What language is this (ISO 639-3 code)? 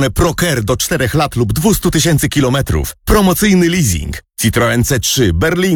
pol